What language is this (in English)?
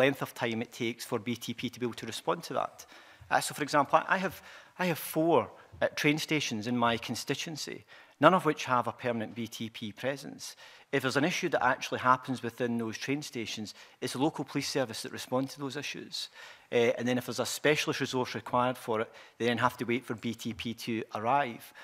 English